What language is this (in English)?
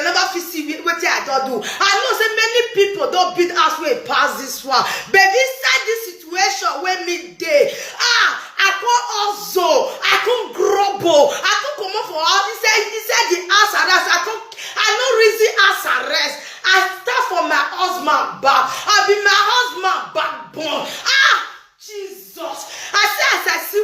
Nigerian Pidgin